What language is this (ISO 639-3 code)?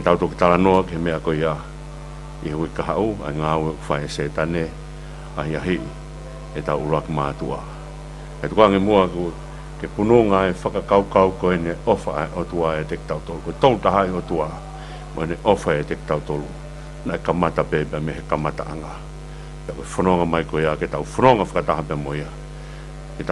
ton